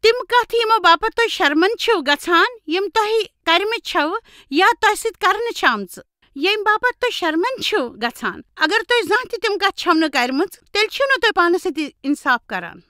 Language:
Kashmiri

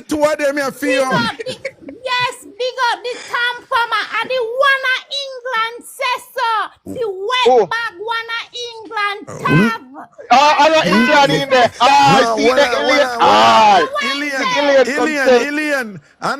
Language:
Jamaican Creole English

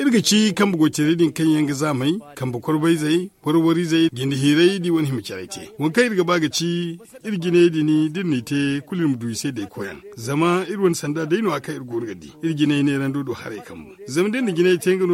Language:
Zarma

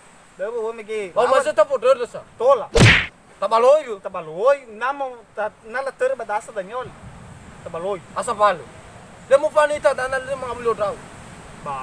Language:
Nias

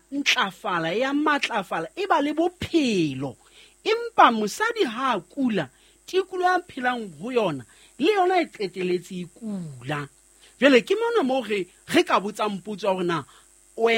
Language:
Southern Sotho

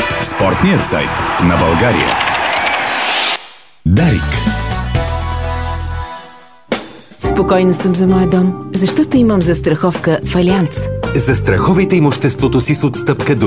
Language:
Bulgarian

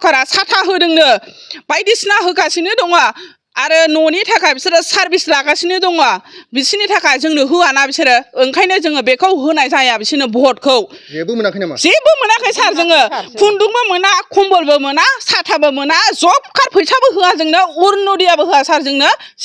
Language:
Bodo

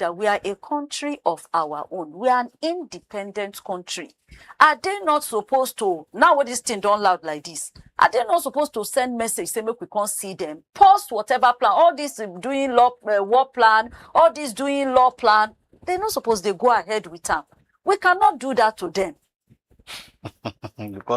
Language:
Nigerian Pidgin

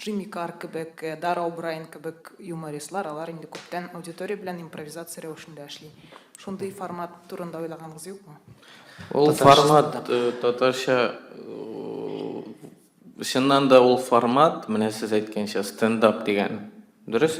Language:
Tatar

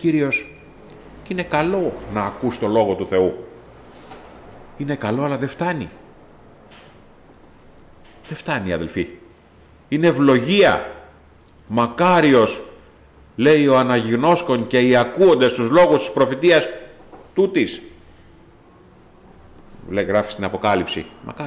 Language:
Greek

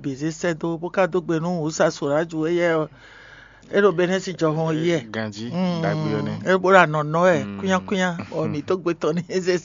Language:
Fon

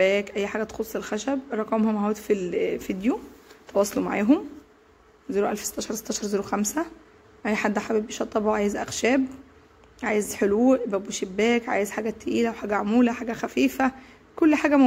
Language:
Egyptian Arabic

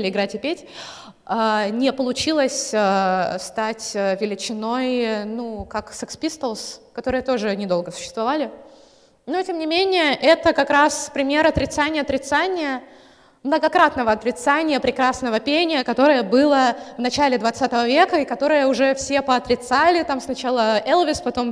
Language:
Russian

